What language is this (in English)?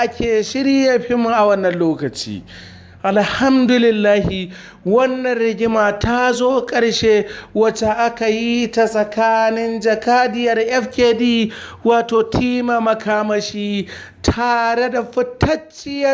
Hausa